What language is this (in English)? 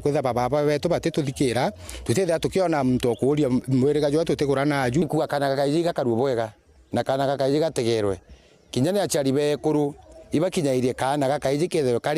Meru